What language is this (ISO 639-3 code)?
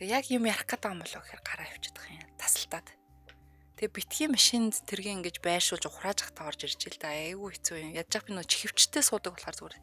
mon